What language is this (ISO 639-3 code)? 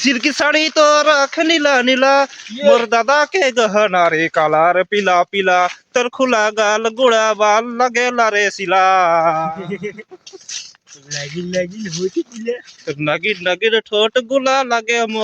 sat